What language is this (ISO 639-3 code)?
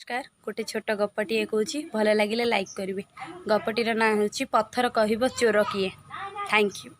ori